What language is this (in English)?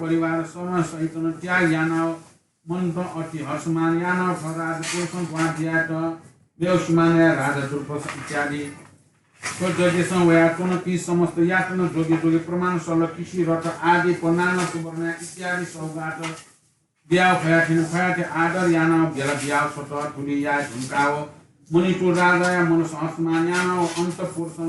Newari